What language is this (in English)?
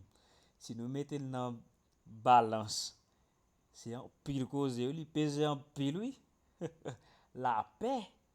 Haitian Creole